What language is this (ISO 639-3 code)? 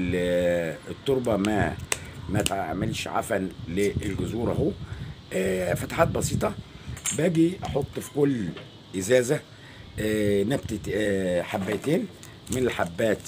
arz